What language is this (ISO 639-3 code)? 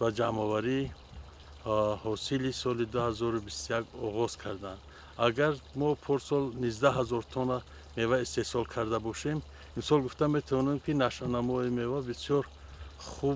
tgk